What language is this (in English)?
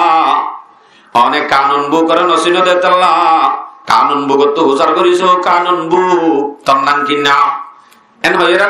Rohingya